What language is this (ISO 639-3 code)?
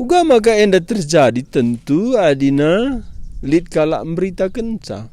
btx